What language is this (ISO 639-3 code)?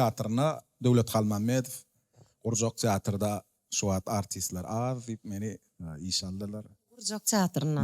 tuk